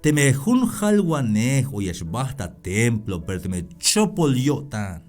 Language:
Tzeltal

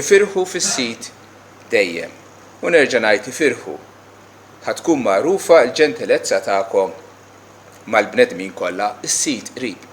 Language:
Maltese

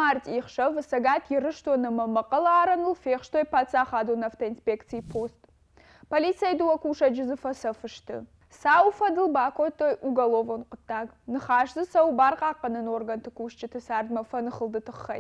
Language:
Ossetic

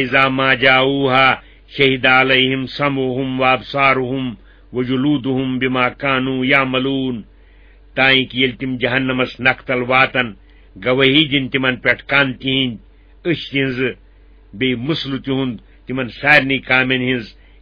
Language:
Kashmiri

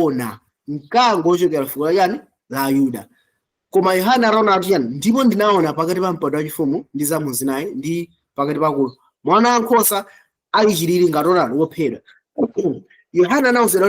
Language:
Nyanja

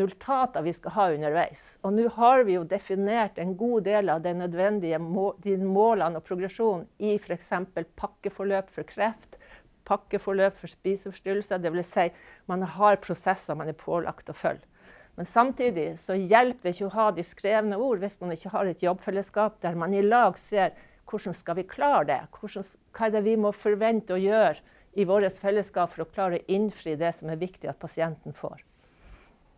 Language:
Norwegian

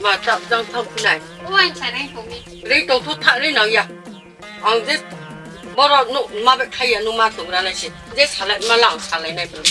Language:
Riang (India)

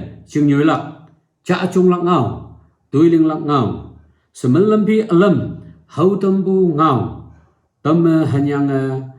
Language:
Naga Pidgin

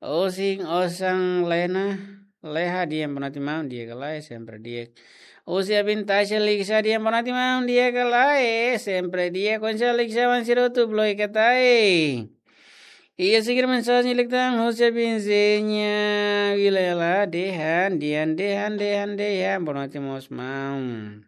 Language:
Tetum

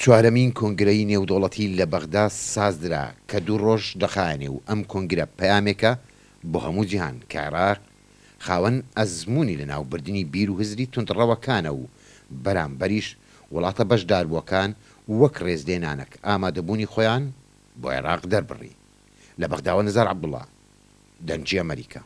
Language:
Central Kurdish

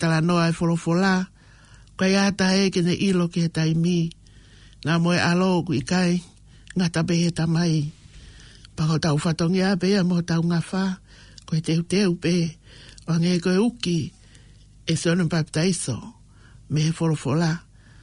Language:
Tongan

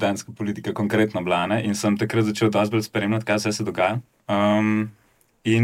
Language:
Slovenian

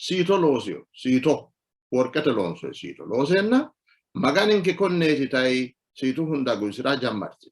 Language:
Sidamo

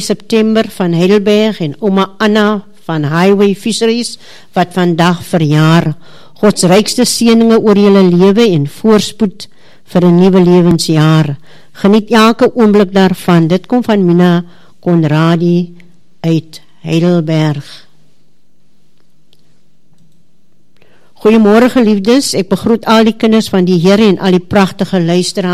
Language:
Afrikaans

